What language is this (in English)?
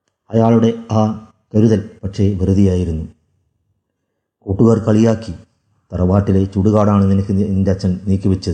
Malayalam